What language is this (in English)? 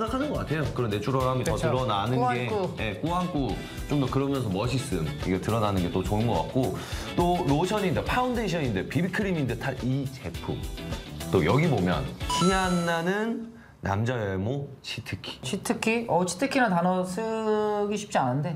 Korean